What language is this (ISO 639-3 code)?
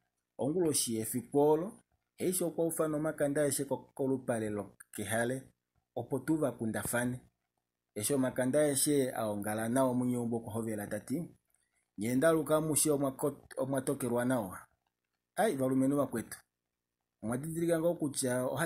kua